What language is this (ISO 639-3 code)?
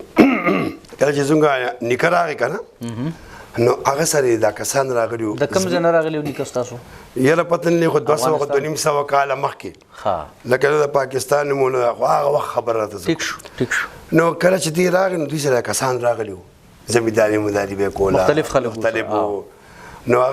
pus